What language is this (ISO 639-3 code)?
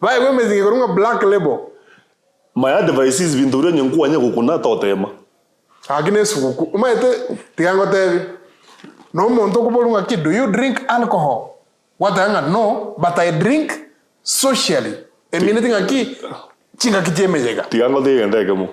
guz